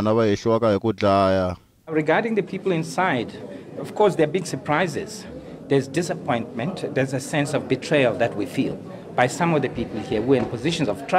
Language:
Tsonga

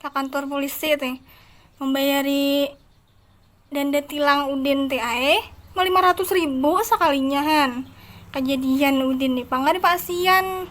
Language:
Banjar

